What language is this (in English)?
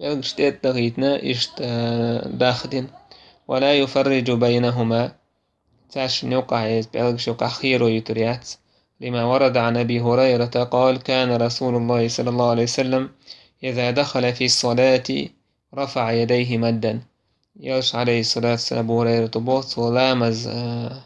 Chechen